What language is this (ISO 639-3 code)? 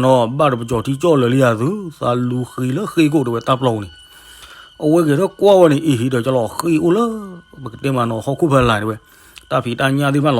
ksw